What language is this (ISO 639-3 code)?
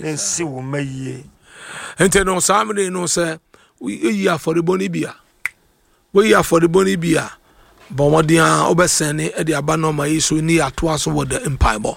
aka